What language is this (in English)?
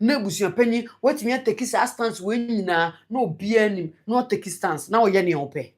Akan